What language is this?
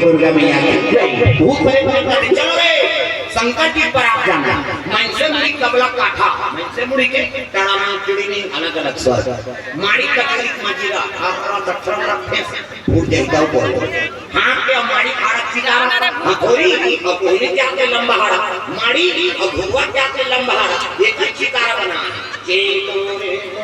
Chhattisgarhi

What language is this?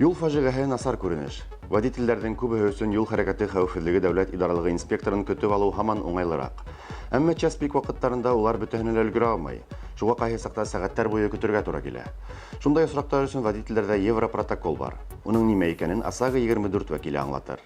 Bashkir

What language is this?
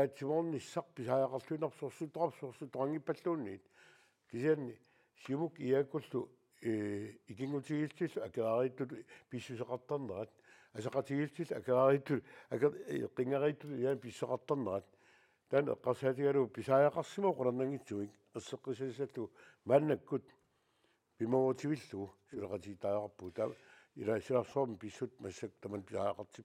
Kalaallisut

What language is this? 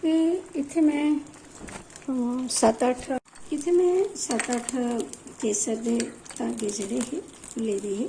Dogri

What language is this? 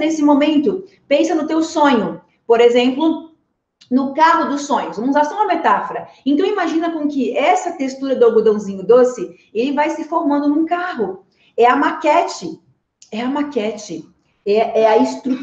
Portuguese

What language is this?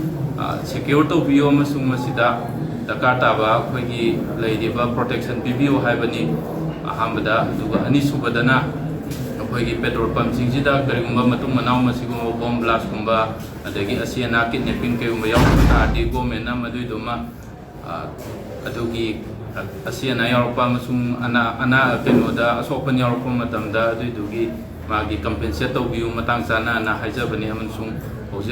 Manipuri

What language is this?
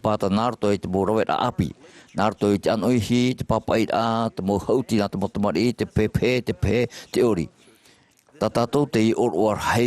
Tahitian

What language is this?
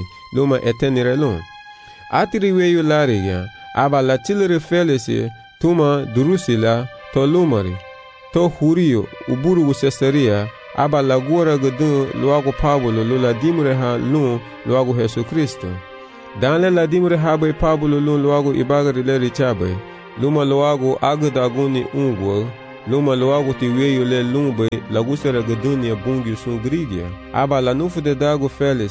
Garifuna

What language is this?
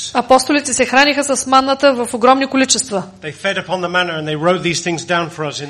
Bulgarian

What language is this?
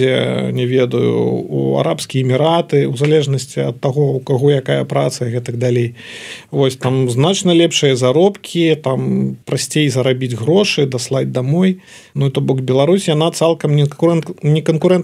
Belarusian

